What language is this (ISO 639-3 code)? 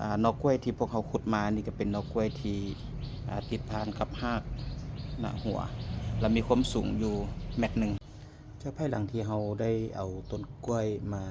lao